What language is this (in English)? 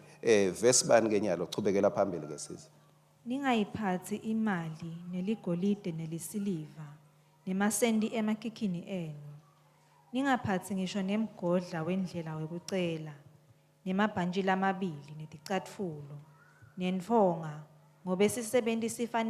Swati